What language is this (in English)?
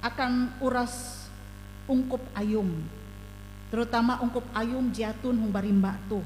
Ngaju